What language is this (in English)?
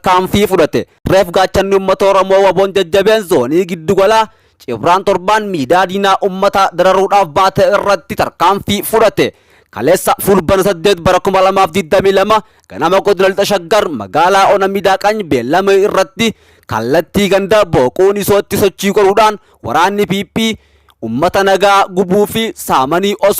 Oromo